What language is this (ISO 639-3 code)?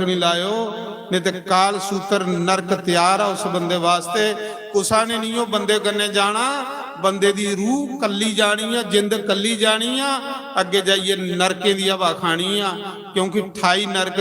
doi